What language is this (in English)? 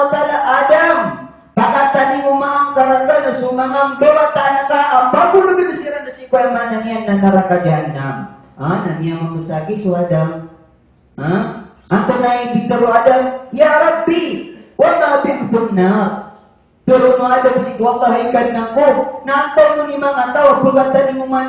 Maranao